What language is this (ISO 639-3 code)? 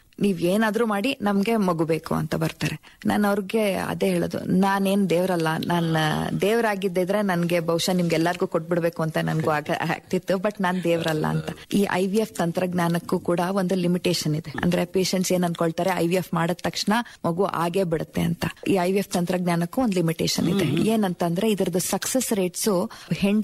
kan